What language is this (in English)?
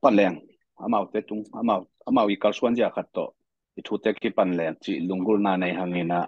Tedim Chin